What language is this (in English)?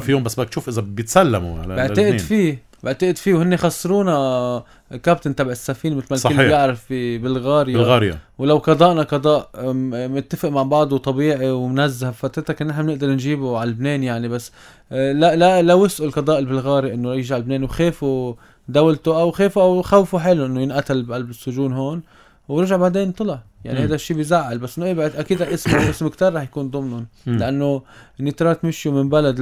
North Levantine Arabic